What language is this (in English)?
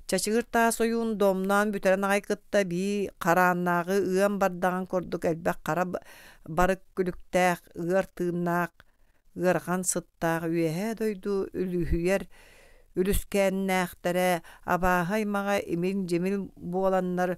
Yakut